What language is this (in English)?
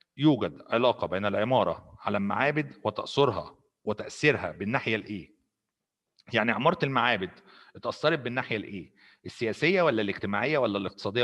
Egyptian Arabic